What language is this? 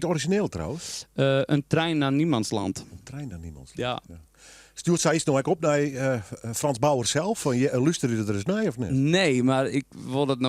Western Frisian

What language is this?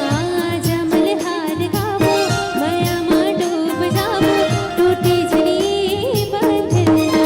Chhattisgarhi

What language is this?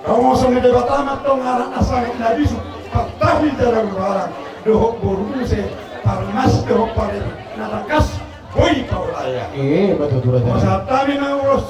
Batak Toba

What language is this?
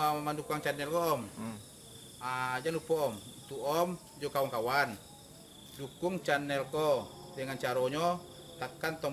Minangkabau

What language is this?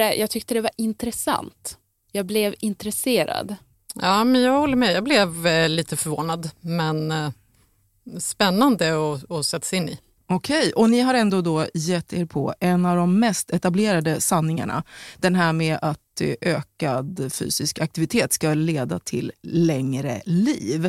Swedish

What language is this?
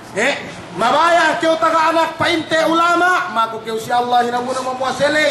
Yakan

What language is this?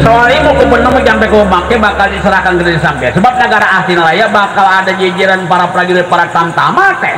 Betawi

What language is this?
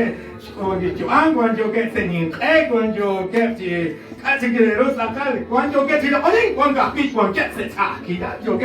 Kekchí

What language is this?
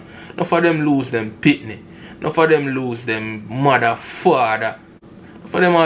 Jamaican Creole English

